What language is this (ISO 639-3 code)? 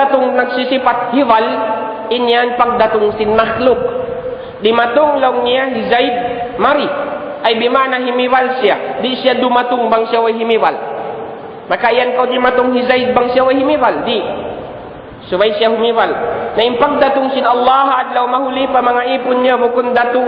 tsg